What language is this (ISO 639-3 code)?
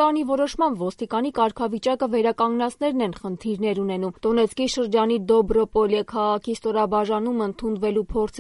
hye